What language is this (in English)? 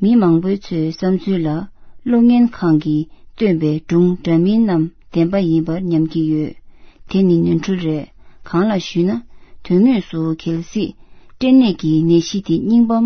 Tibetan